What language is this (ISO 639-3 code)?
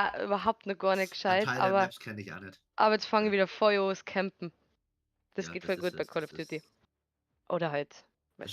bar